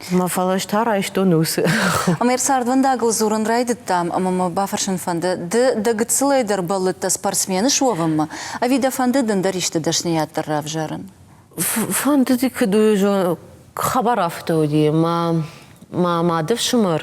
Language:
Ossetic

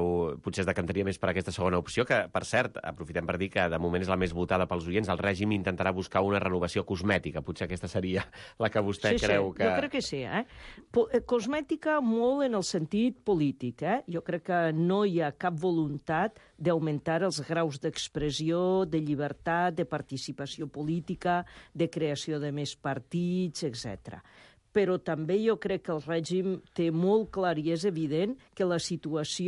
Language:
Catalan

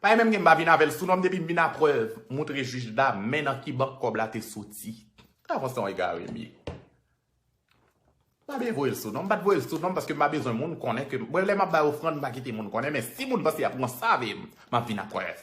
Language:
Haitian Creole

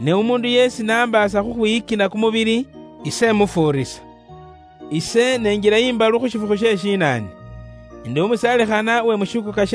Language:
Luyia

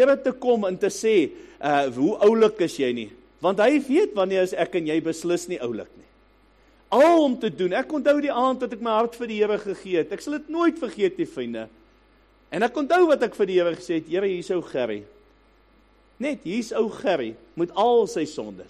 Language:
Afrikaans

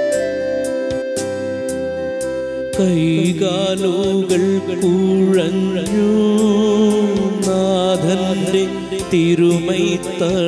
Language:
Malayalam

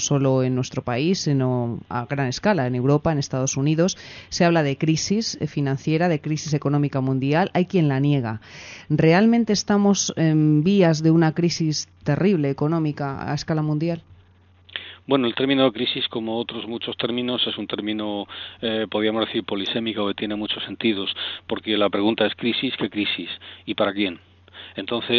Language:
Spanish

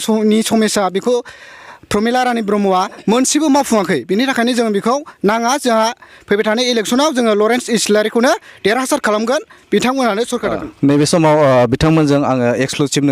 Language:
Bodo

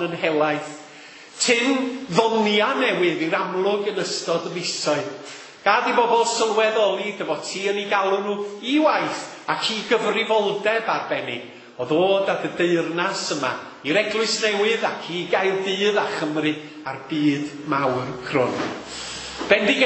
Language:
Welsh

